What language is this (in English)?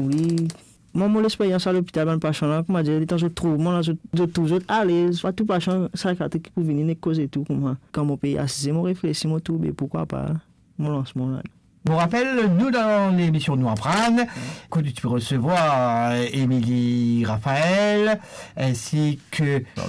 Morisyen